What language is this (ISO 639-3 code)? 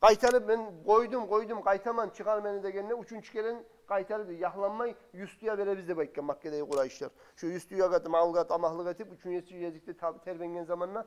kum